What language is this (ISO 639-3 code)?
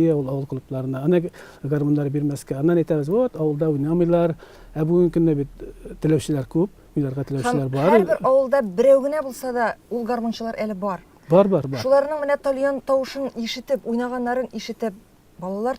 tat